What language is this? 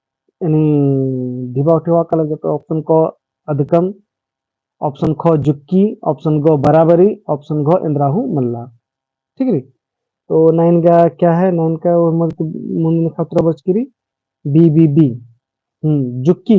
Kurukh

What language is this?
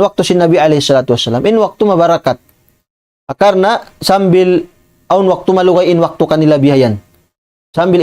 Tausug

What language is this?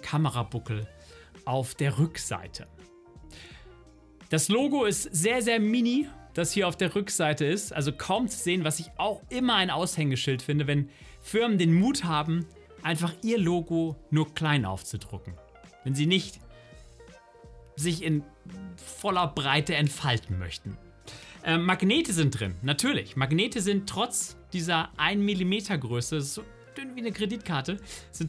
German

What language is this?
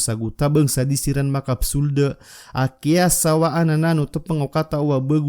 Maranao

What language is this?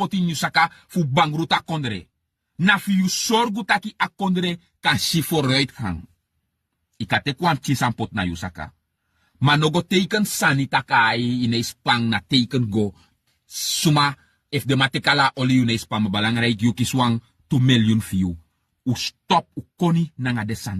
Sranan Tongo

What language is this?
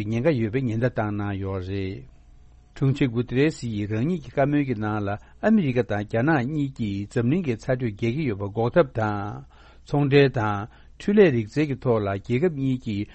Tibetan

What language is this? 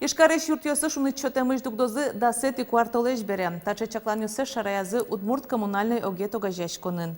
Udmurt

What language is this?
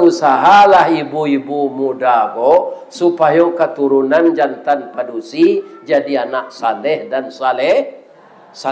Minangkabau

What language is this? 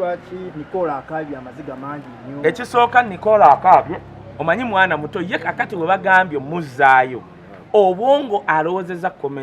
Ganda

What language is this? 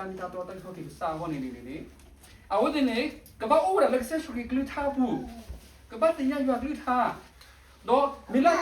S'gaw Karen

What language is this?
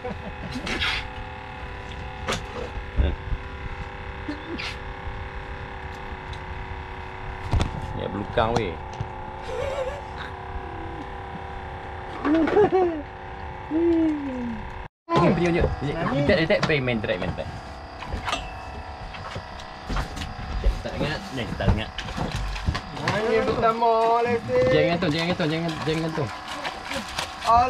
Malay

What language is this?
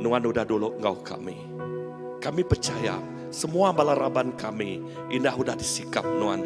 Iban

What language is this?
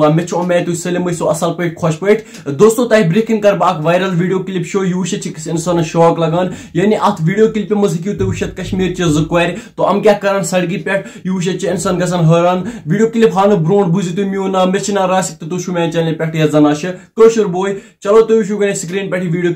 Kashmiri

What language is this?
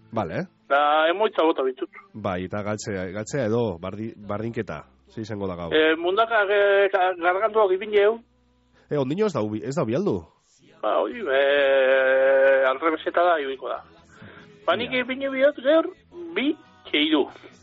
Basque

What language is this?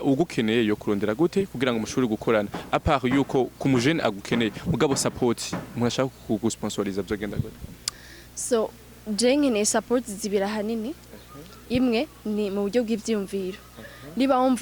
Rundi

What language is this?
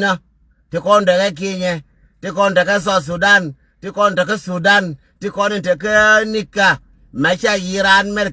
Nuer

